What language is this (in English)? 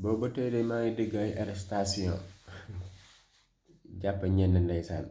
Wolof